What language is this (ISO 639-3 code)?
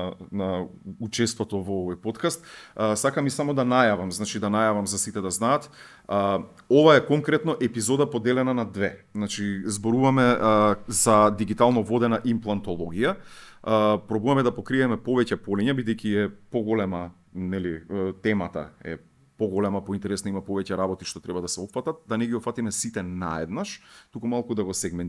mkd